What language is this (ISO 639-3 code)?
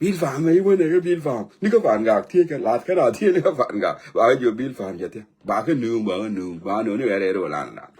nus